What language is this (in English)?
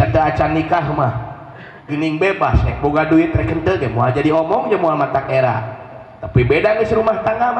Sundanese